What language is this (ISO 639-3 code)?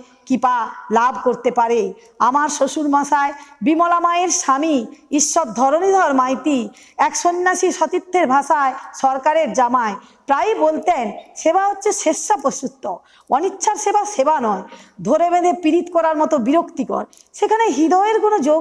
ben